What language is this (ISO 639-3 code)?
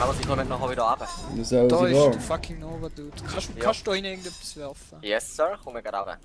gsw